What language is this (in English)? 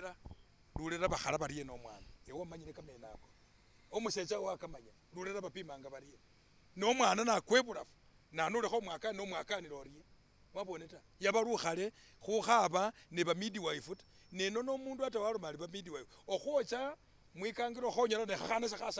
Masaaba